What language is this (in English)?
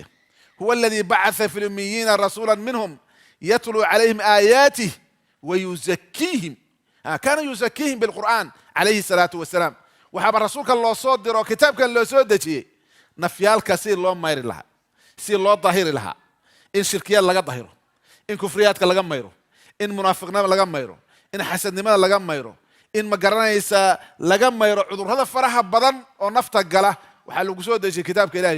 Somali